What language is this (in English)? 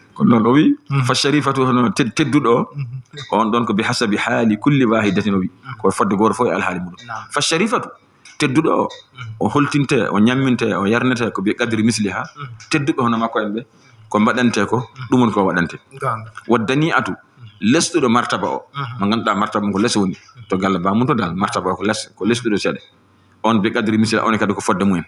Fula